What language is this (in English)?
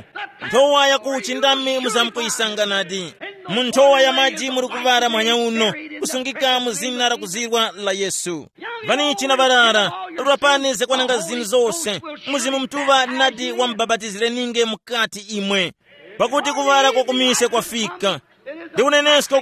Tumbuka